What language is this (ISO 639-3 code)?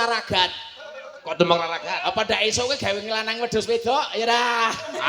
jav